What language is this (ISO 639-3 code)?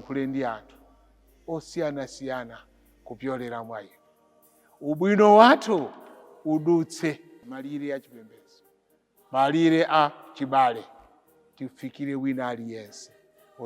nya